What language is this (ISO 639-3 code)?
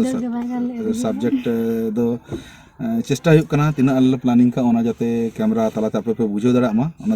sat